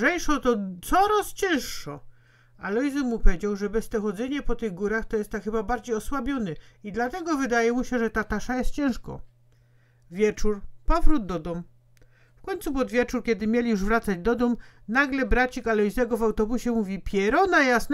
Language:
Silesian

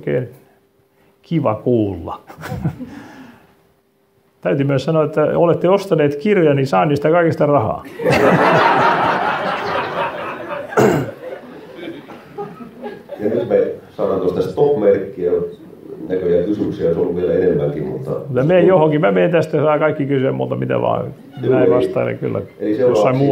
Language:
Finnish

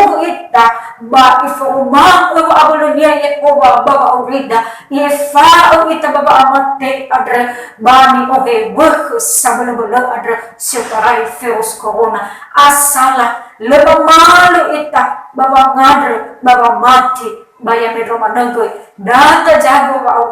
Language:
Nias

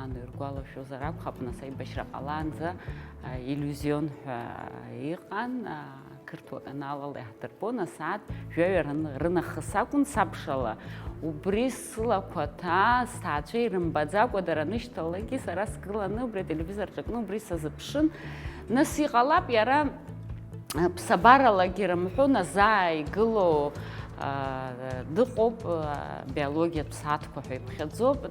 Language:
Abkhazian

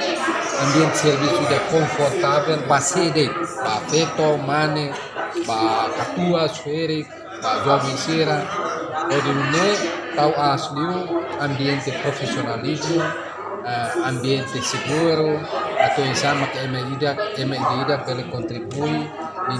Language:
Tetum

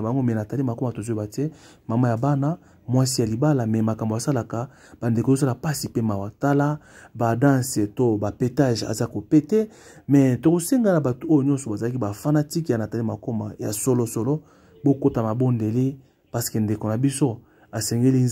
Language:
Lingala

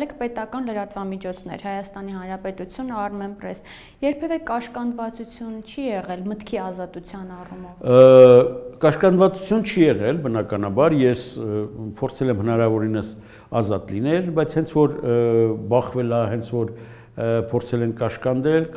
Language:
Armenian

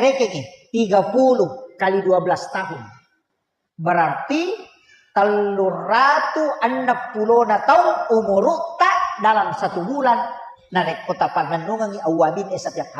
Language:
Buginese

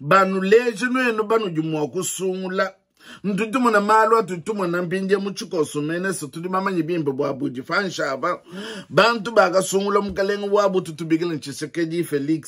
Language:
Luba-Lulua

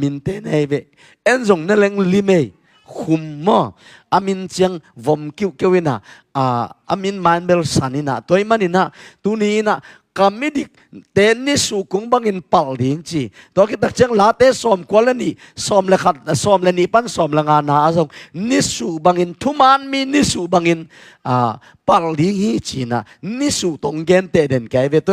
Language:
Tedim Chin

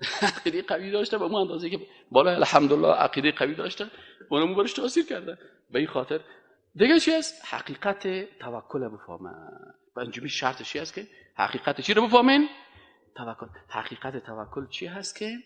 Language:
Persian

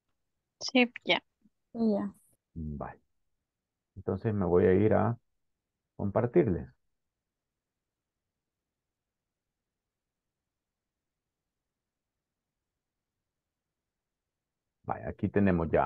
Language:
Spanish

